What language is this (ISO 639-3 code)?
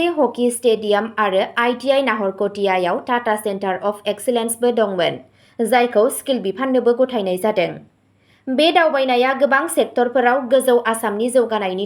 brx